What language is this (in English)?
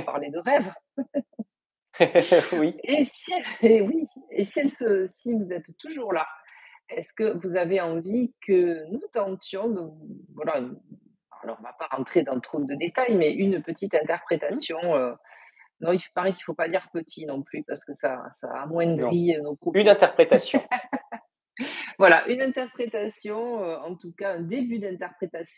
French